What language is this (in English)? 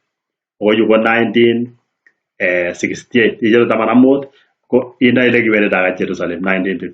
Kalenjin